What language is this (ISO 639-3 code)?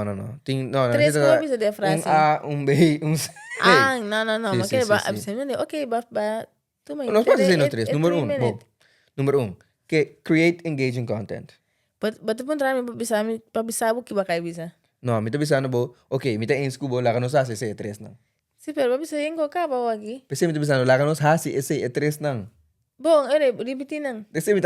pap